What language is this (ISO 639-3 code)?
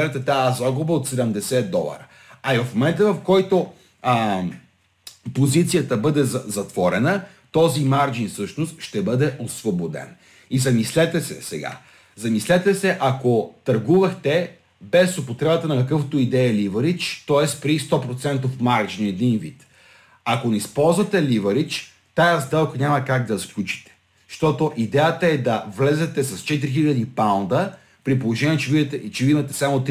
bul